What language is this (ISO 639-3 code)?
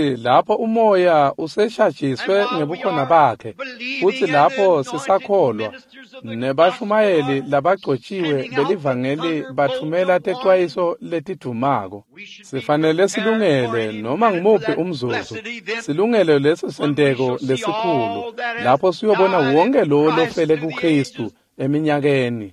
ssw